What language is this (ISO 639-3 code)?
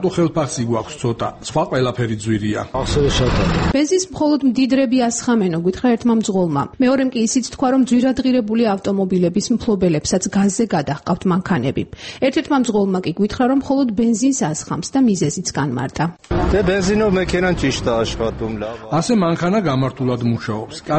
kat